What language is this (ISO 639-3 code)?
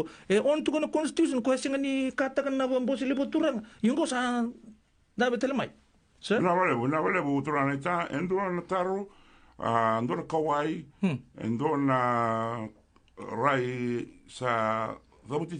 fij